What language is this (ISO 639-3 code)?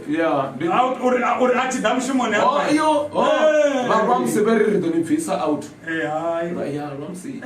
ven